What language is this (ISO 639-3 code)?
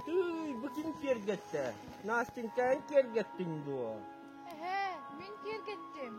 sah